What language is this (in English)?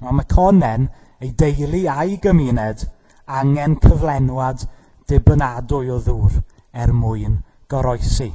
Welsh